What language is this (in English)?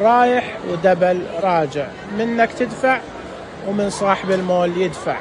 Najdi Arabic